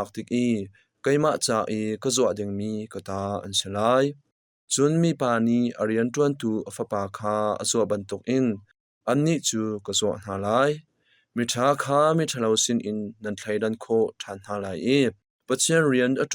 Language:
Hakha Chin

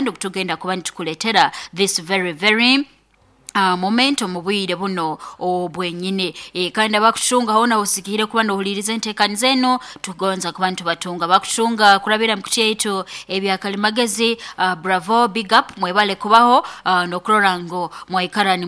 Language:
Nyoro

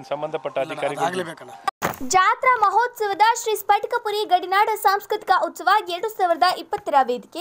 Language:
Kannada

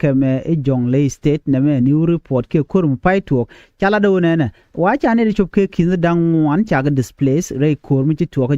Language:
Nuer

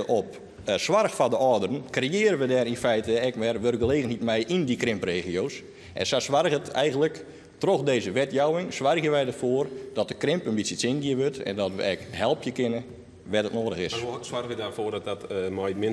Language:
Western Frisian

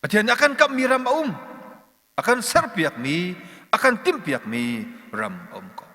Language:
Hakha Chin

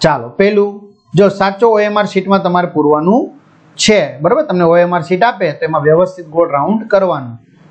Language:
Gujarati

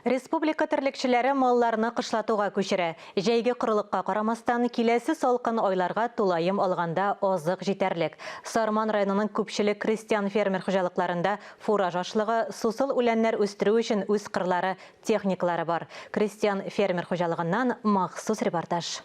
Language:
Tatar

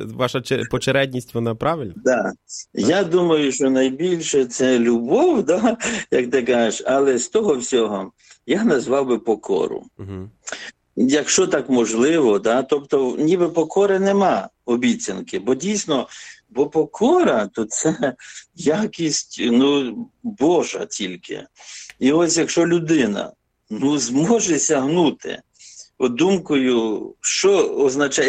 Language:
Ukrainian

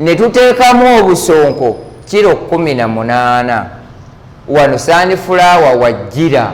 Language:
Ganda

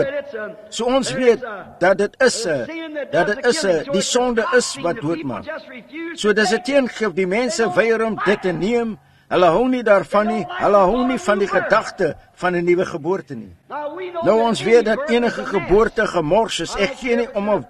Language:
Afrikaans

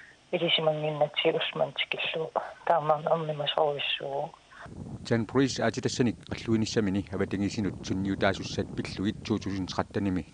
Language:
Kalaallisut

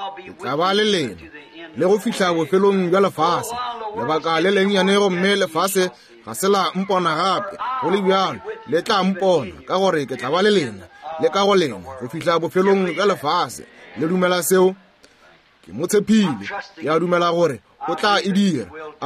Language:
Northern Sotho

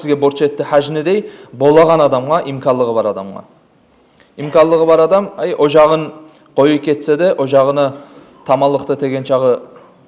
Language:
Kumyk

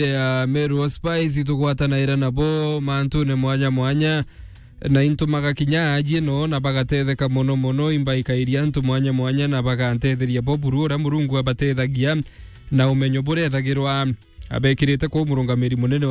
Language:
Meru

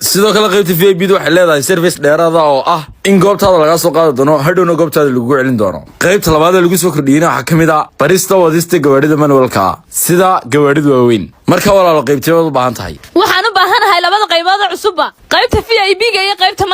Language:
Somali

